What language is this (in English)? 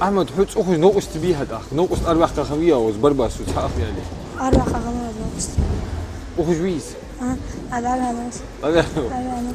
Ingush